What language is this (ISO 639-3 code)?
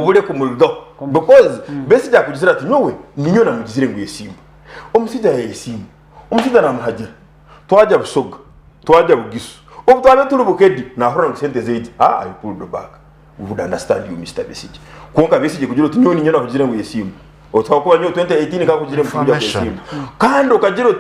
nyn